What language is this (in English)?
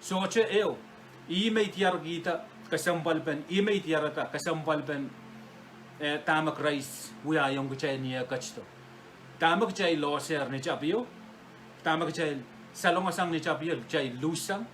Pohnpeian